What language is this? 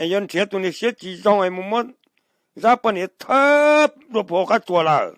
Hmong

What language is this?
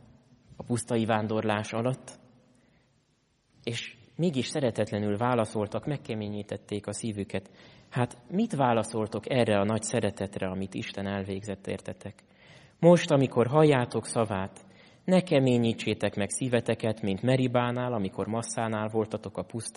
Hungarian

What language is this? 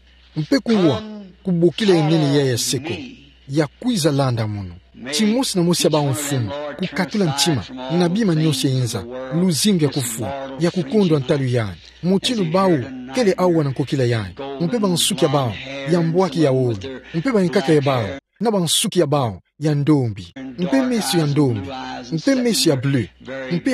Kituba (Democratic Republic of Congo)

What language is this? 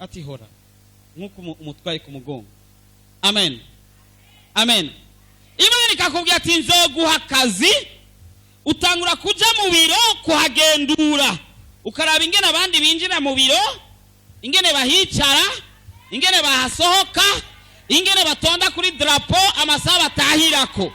Rundi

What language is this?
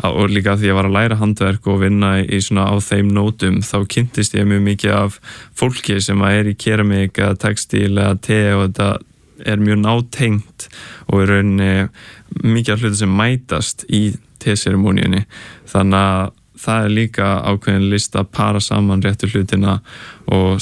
Icelandic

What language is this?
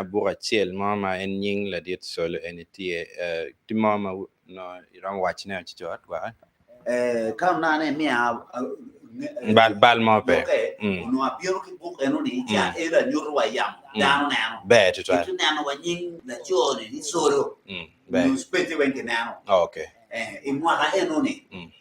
Acoli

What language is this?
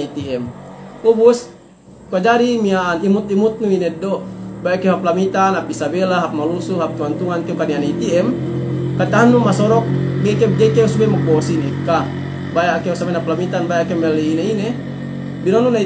Yakan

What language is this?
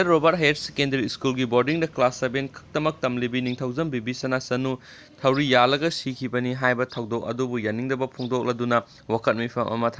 Manipuri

